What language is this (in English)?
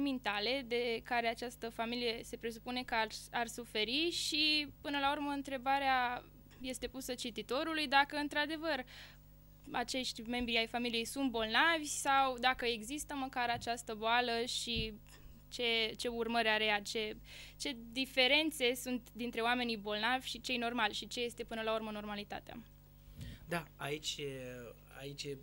Romanian